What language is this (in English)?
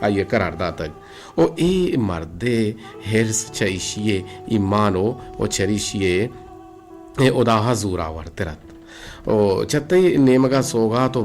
Eastern Balochi